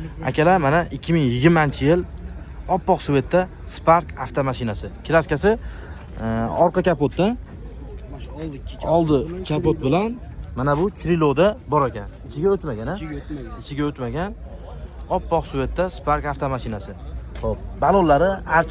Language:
Uzbek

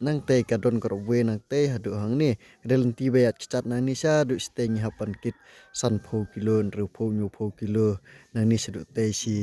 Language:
Khasi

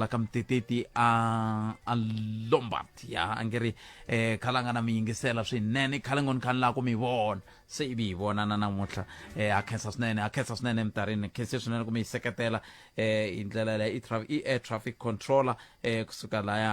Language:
Tsonga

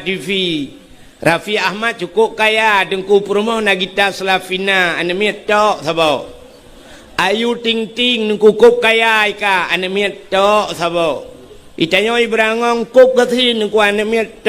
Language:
Achinese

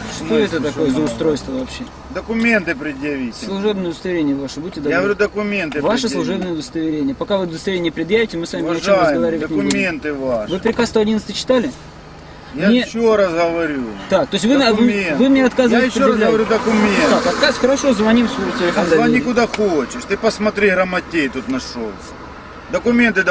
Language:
Russian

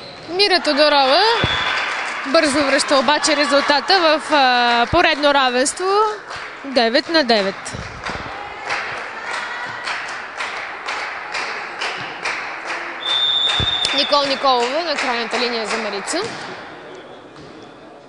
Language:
Bulgarian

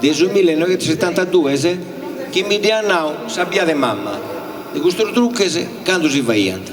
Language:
Sardinian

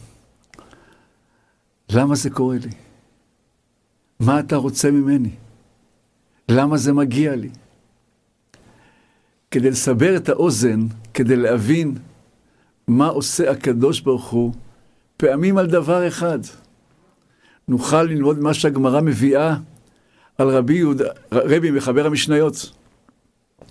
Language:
Hebrew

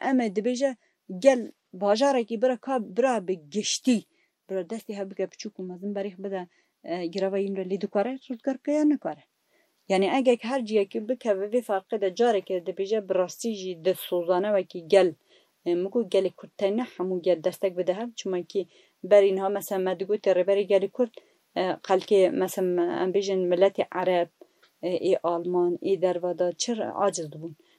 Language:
Kurdish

